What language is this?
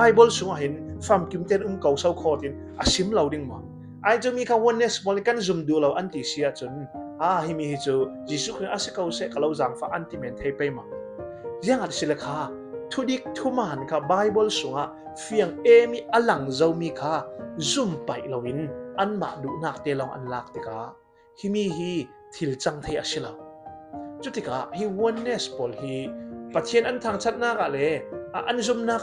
Falam Chin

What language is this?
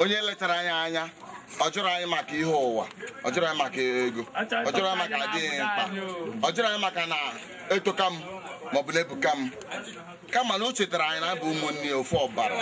Igbo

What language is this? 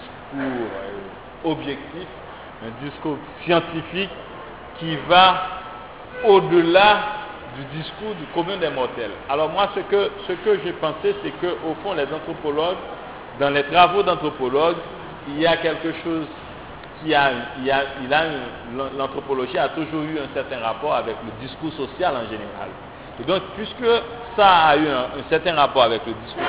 French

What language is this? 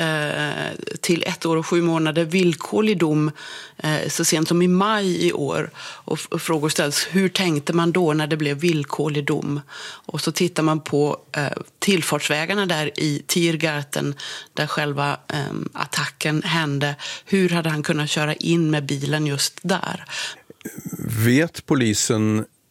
Swedish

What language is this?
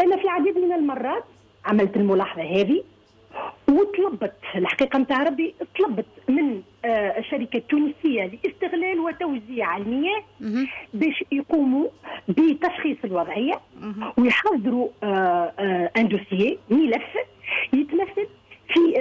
Tunisian Arabic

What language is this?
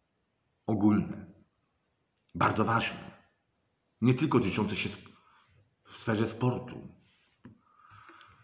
Polish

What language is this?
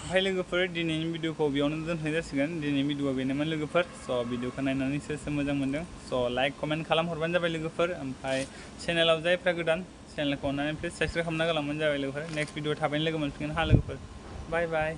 Bodo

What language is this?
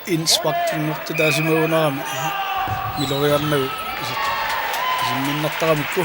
Kalaallisut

